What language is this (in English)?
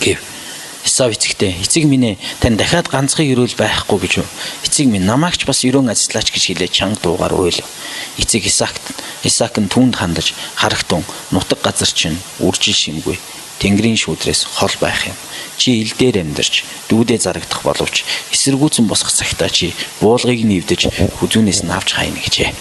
Mongolian